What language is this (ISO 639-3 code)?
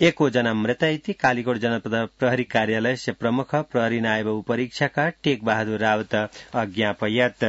san